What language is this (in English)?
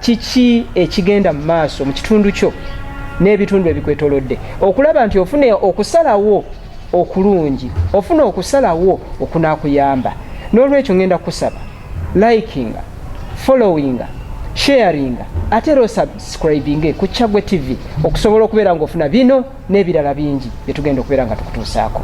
Ganda